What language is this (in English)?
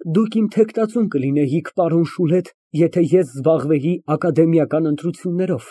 Armenian